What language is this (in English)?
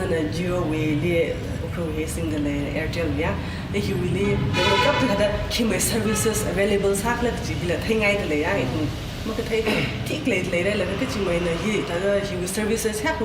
Tangkhul Naga (India)